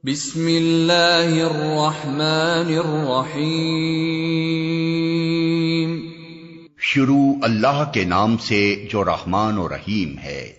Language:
Urdu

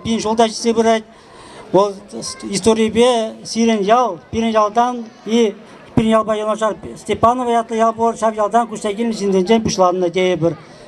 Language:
Chuvash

